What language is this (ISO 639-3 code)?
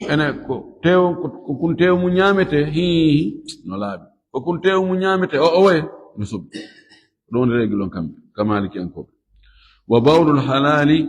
ful